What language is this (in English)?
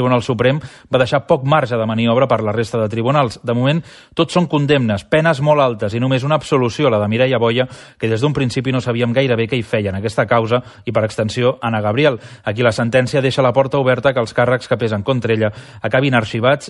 Catalan